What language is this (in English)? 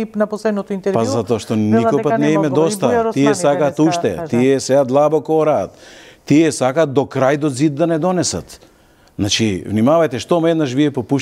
Macedonian